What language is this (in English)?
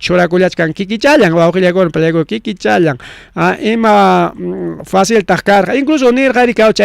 Ayacucho Quechua